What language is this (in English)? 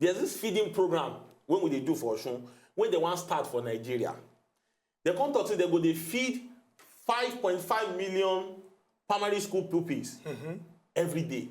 Nigerian Pidgin